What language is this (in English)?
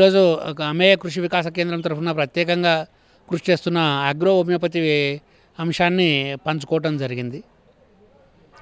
Telugu